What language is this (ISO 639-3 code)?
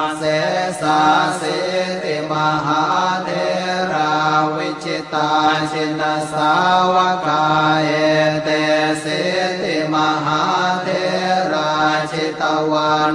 pli